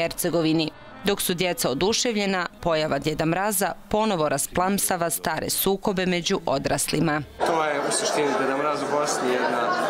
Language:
Bosnian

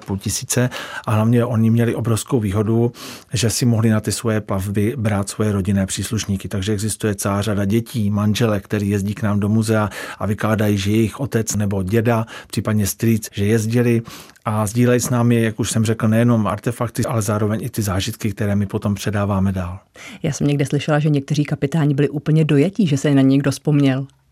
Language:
Czech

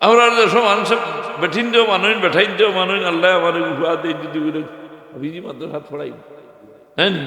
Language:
Sylheti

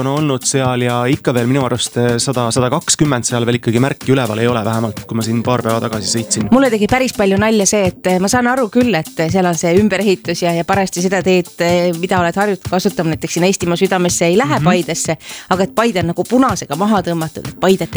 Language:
Estonian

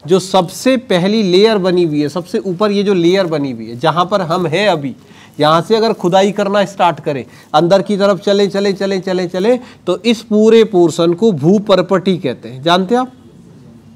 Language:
Hindi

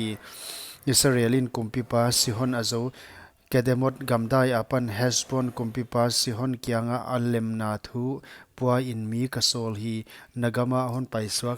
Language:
Paite Chin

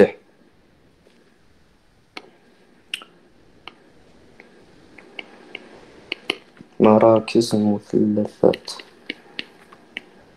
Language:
Algerian Arabic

